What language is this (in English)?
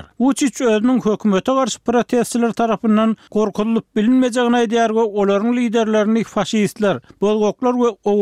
Turkmen